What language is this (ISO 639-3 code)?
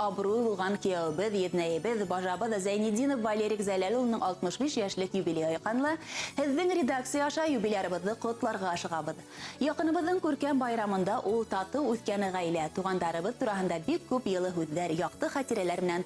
bak